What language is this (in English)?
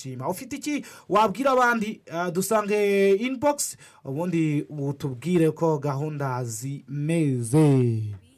Kinyarwanda